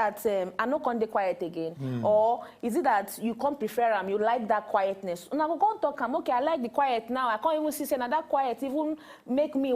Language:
Nigerian Pidgin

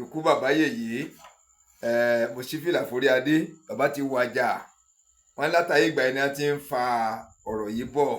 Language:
Yoruba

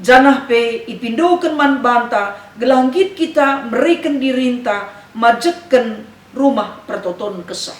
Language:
Batak Karo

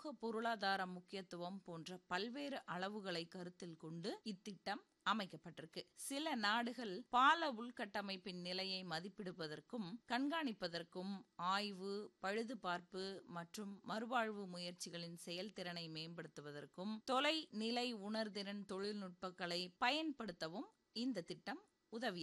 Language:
Tamil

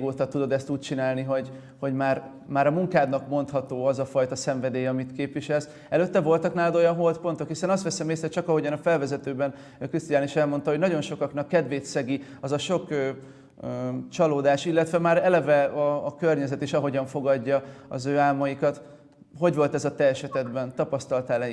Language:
Hungarian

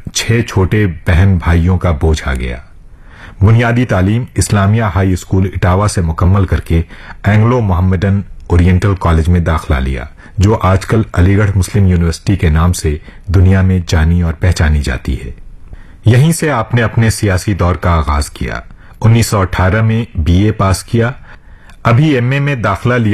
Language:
Urdu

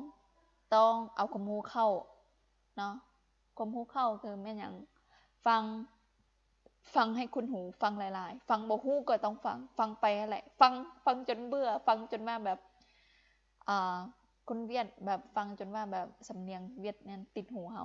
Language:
Lao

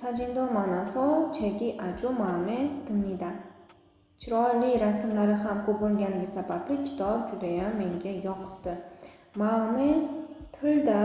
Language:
Uzbek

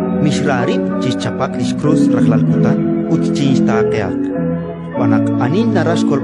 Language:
Kekchí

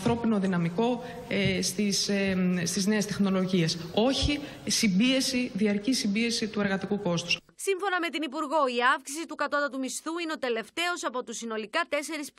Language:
Greek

